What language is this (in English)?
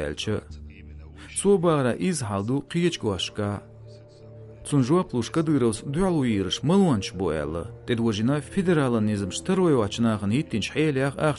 Chechen